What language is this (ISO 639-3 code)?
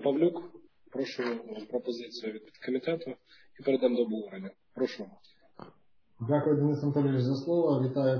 ukr